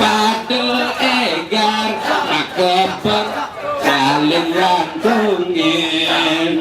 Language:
Balinese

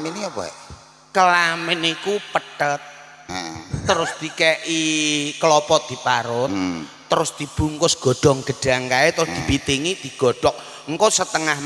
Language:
Javanese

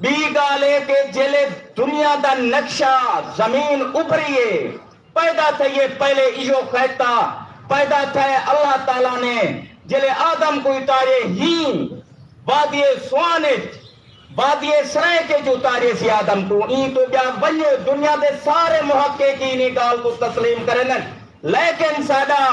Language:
Saraiki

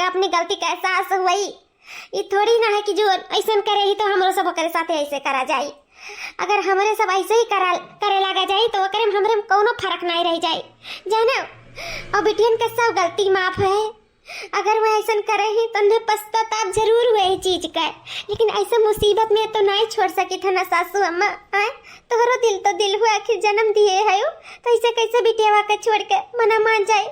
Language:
Awadhi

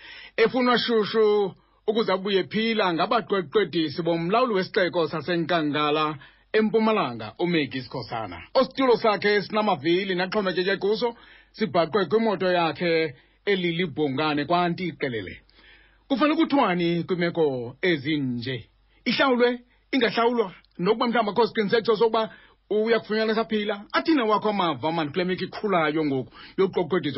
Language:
Xhosa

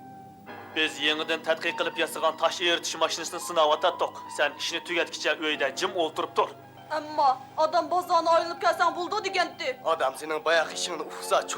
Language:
Uyghur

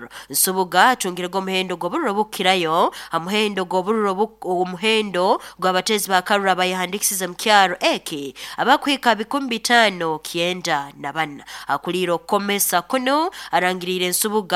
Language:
Nyoro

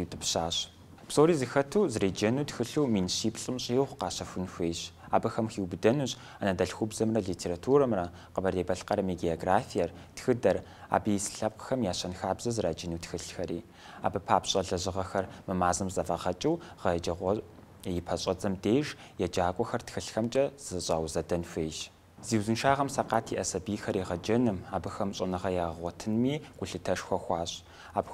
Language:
Kabardian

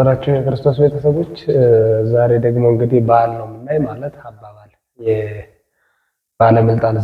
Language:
Amharic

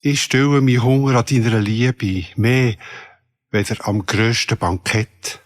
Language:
Swiss German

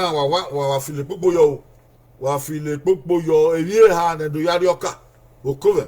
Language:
Bini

